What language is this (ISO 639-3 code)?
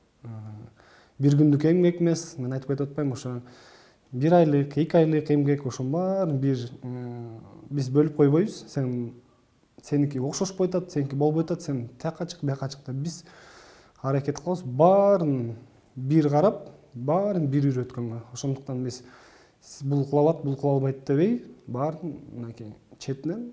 kir